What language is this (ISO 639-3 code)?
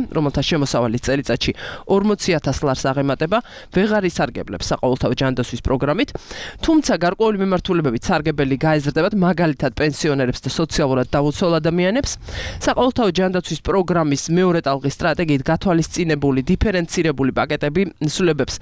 kat